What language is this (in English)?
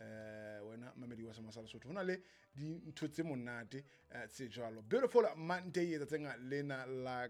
Southern Sotho